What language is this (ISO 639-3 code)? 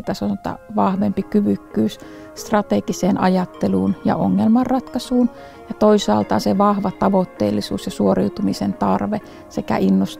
fin